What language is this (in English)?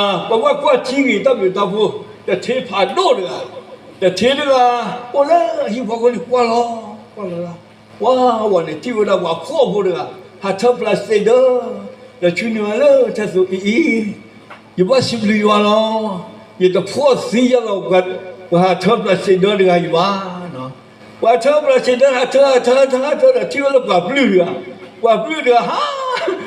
S'gaw Karen